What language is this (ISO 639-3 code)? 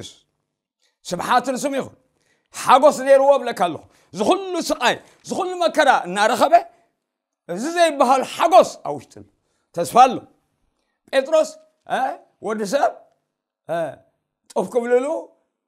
tir